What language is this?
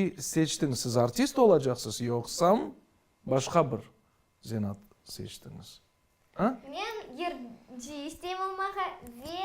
Crimean Tatar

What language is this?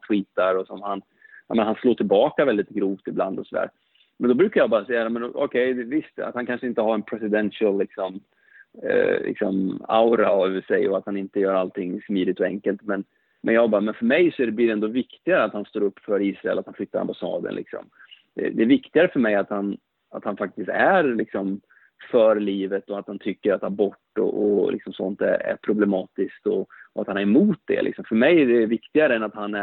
Swedish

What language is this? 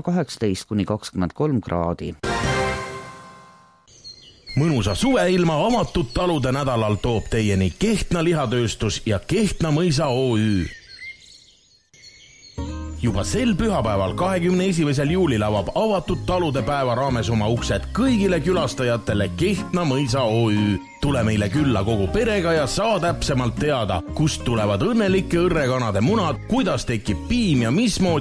Estonian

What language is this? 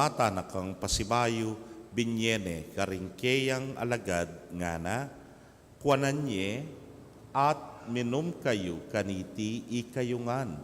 Pampanga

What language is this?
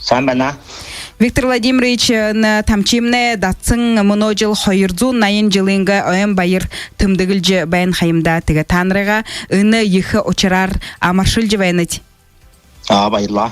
Buriat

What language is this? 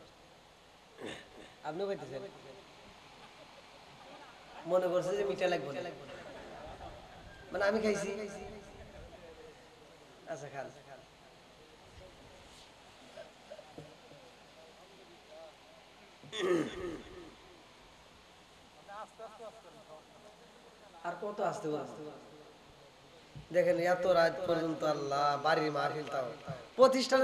Bangla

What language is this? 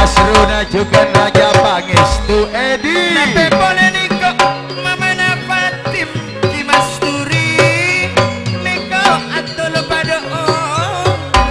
Madurese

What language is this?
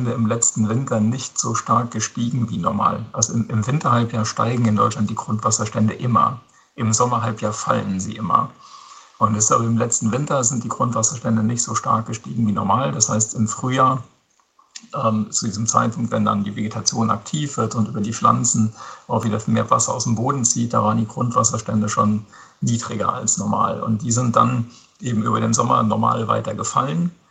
German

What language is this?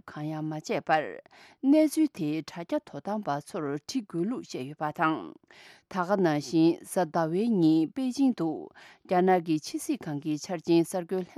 Tibetan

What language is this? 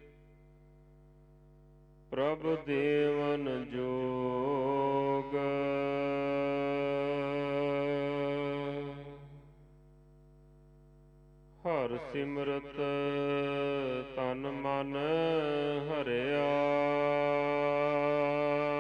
Punjabi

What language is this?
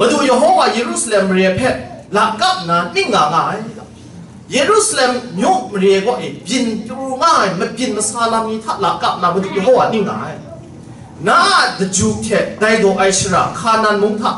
Kachin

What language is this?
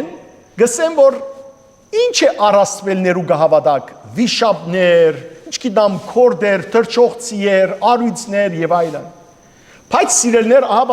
Western Armenian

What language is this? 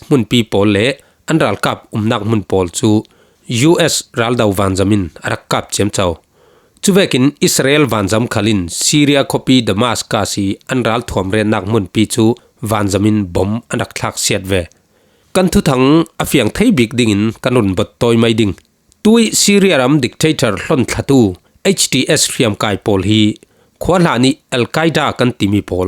Falam Chin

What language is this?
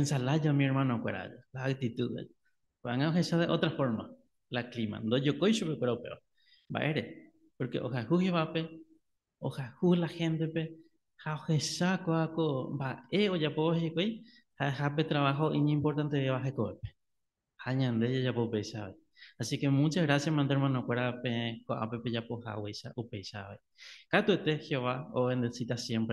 Guarani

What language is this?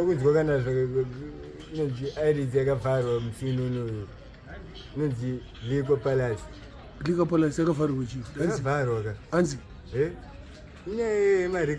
Shona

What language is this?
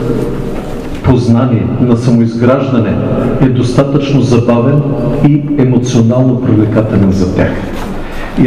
Bulgarian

